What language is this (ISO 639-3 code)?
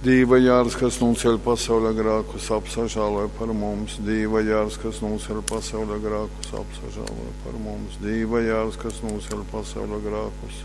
ltg